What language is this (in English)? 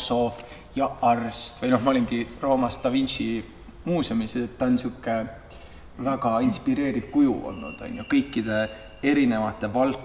Estonian